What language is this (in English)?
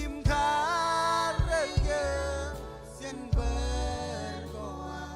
Marshallese